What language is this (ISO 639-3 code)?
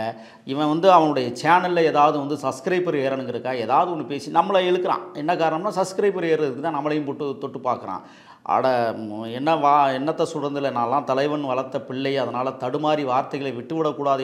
tam